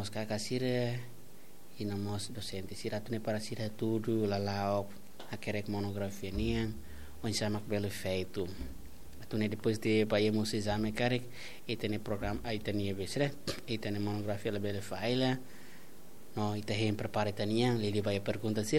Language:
Tetum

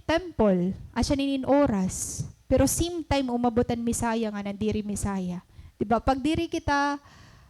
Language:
Waray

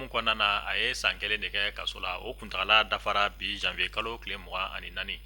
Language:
Bambara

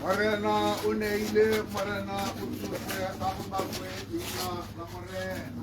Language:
Tswana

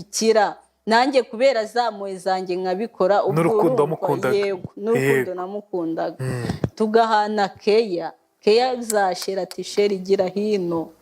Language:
Kinyarwanda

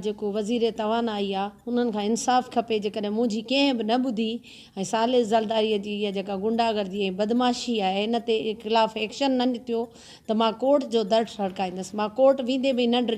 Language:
Sindhi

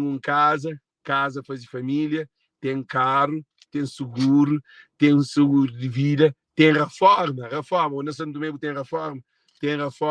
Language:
Kabuverdianu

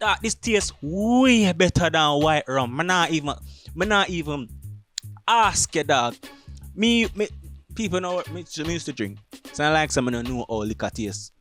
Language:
Jamaican Creole English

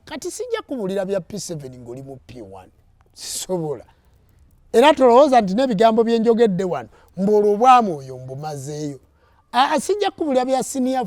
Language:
Ganda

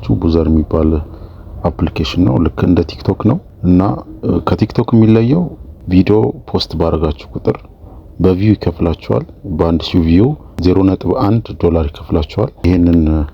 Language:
Amharic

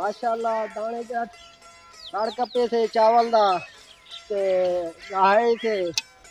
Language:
Saraiki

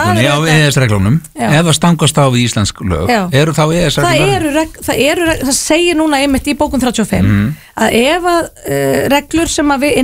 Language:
Icelandic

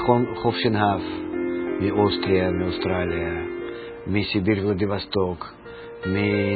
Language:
Hebrew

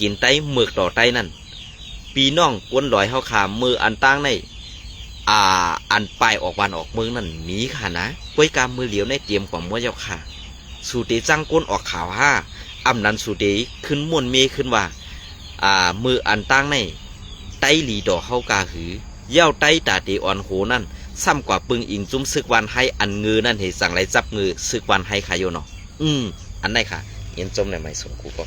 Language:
Shan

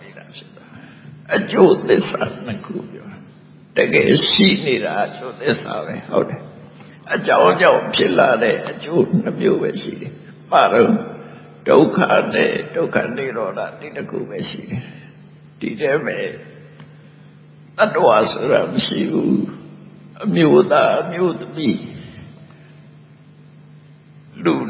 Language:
Burmese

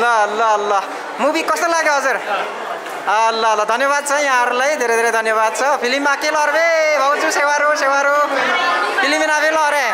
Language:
Nepali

